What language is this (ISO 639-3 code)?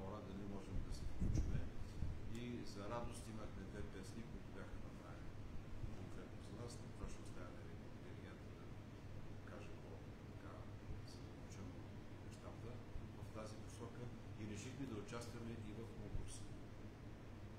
bul